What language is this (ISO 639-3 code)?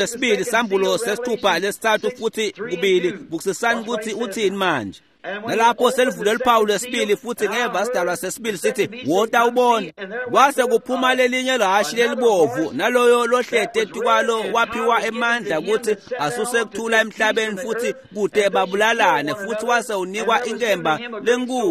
ssw